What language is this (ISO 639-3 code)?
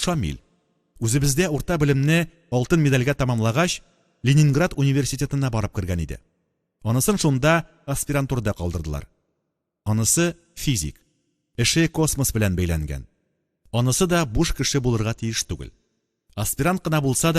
tat